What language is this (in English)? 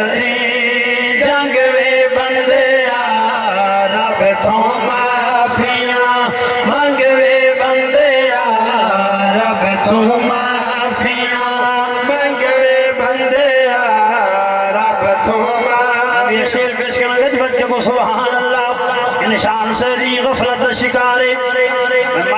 Saraiki